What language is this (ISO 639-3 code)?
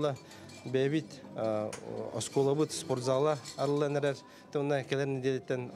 sah